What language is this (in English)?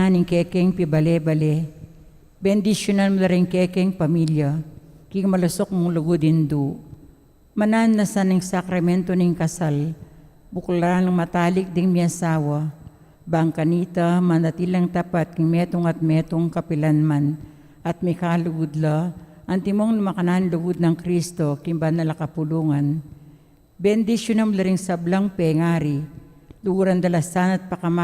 Pampanga